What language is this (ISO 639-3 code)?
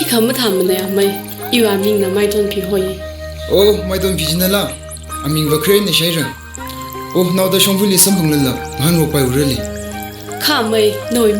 nmf